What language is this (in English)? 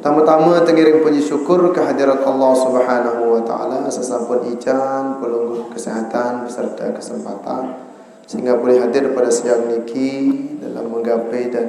Sasak